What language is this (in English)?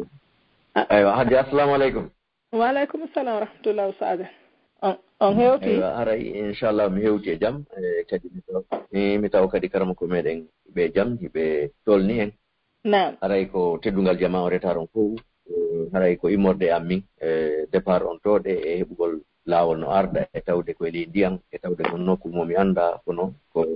Pular